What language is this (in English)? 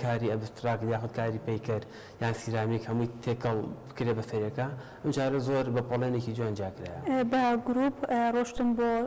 Central Kurdish